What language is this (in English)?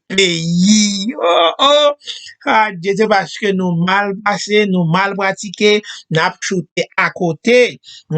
Haitian Creole